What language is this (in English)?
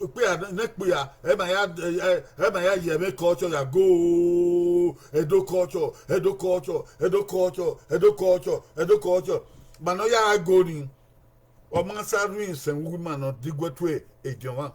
Bini